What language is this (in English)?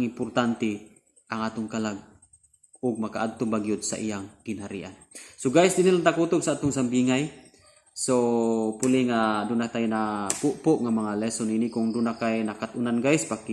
Cebuano